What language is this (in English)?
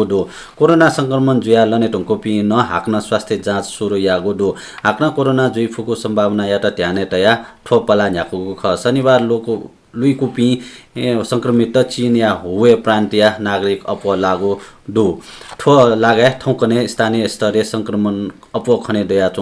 Newari